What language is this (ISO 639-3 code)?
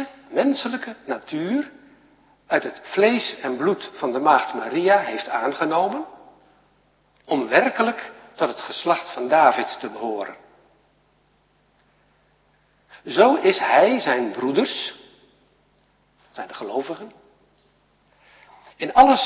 nld